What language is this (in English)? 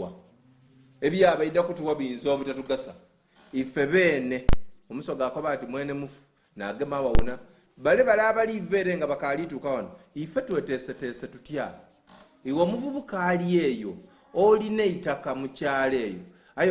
Soga